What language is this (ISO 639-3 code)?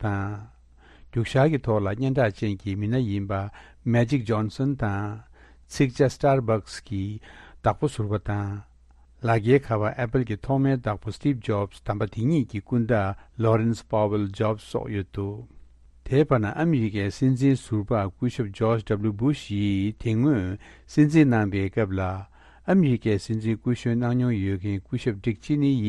bod